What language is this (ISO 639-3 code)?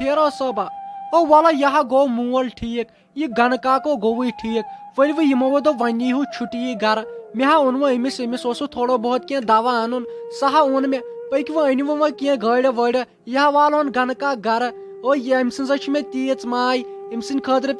kas